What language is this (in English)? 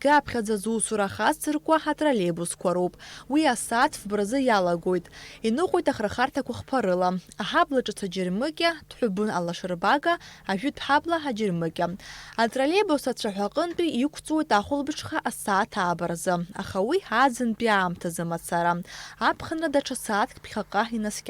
Abkhazian